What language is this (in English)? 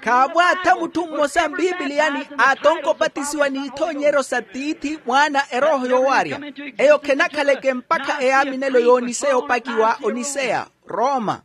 Makhuwa